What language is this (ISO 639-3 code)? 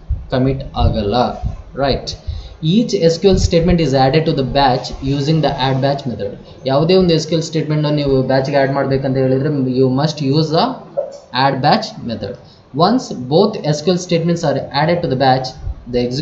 kan